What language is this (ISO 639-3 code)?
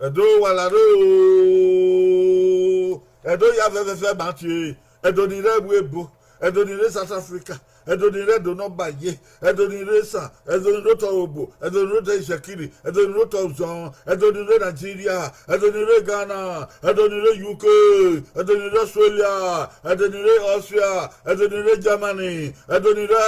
bin